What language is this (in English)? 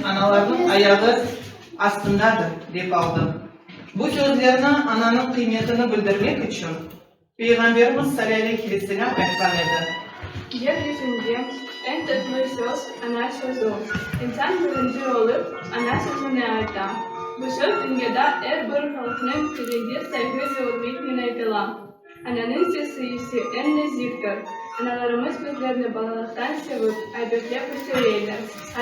Crimean Tatar